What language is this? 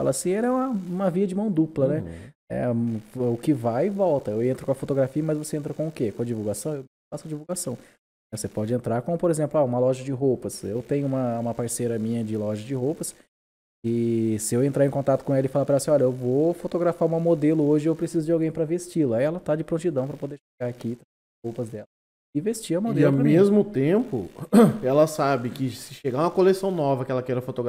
Portuguese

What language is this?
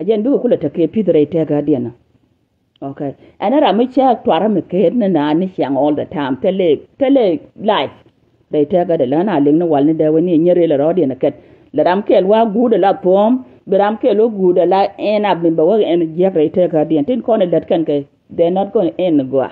Nuer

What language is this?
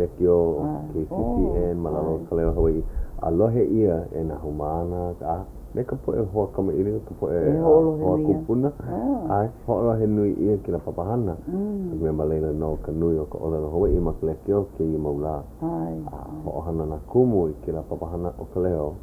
Hawaiian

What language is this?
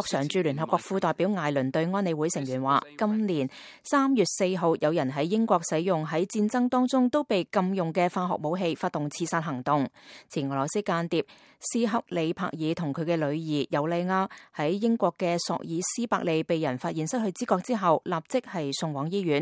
Cantonese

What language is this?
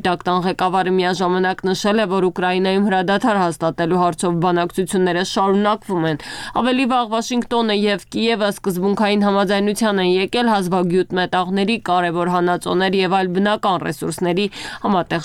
Armenian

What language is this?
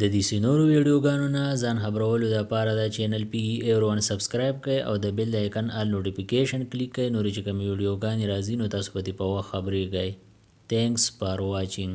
Pashto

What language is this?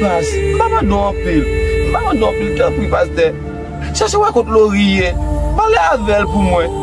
Haitian Creole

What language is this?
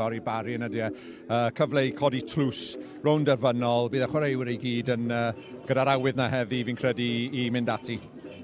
Welsh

